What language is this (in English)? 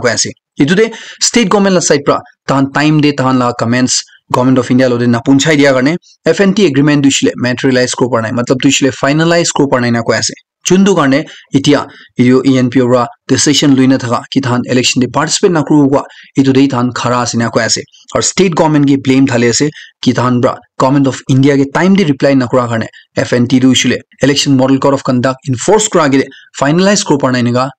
Naga Pidgin